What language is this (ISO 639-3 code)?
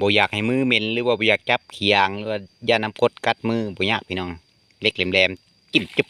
lao